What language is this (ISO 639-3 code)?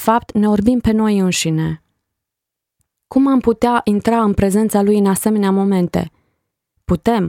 ron